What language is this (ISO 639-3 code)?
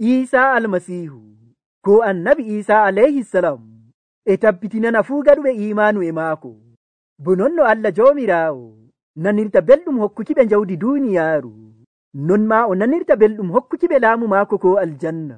fuv